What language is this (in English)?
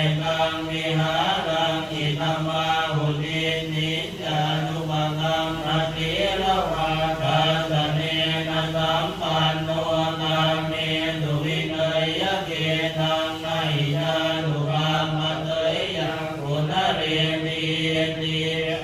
Pali